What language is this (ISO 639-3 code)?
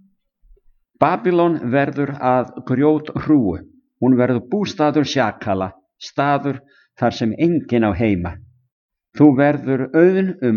isl